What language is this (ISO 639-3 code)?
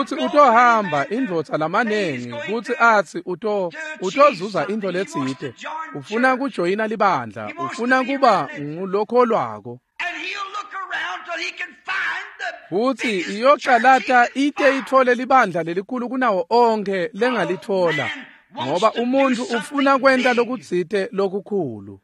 ssw